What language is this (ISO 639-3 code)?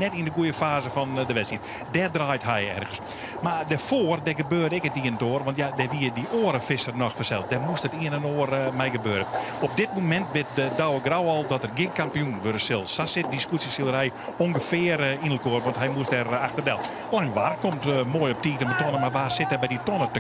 fry